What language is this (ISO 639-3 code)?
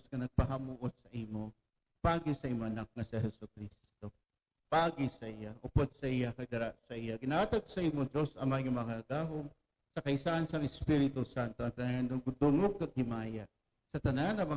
hil